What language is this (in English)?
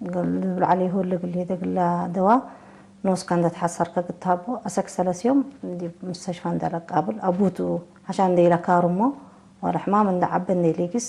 Tigre